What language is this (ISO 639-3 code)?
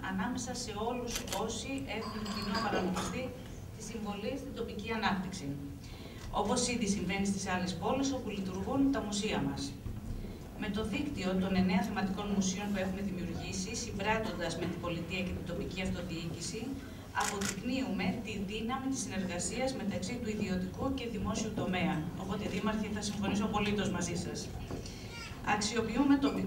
ell